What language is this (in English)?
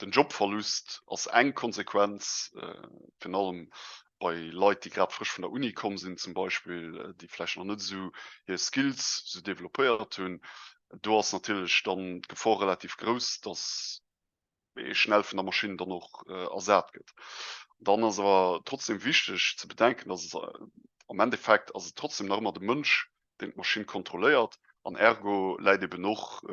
Luxembourgish